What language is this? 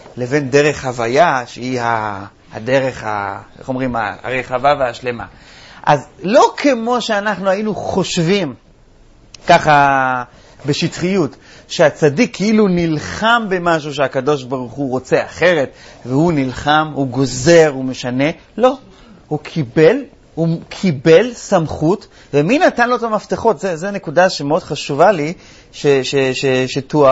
Hebrew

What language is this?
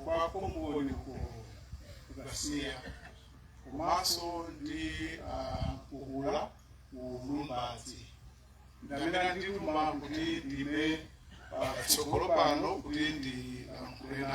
Nyanja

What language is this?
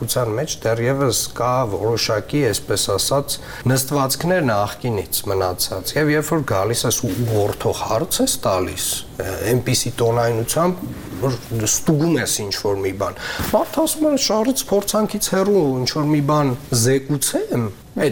Armenian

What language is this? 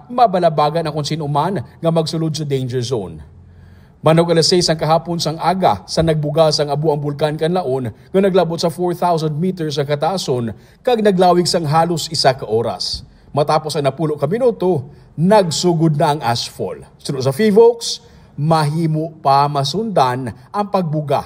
Hiligaynon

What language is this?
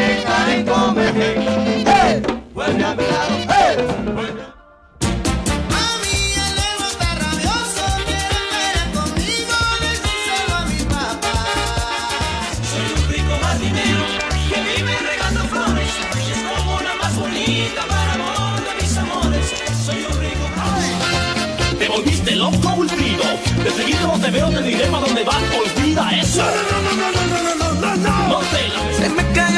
Spanish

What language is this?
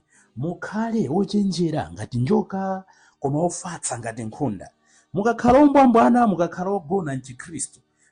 Nyanja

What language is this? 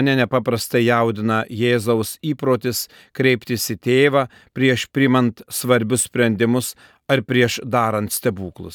Lithuanian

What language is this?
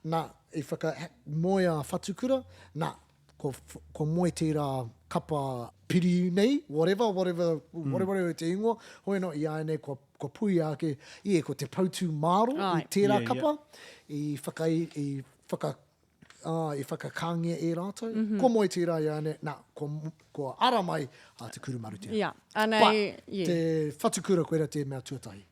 Māori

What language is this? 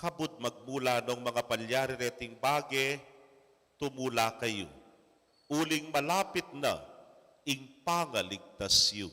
Pampanga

